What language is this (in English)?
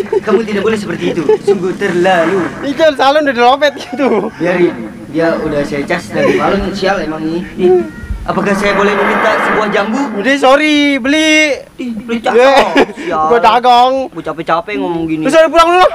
Betawi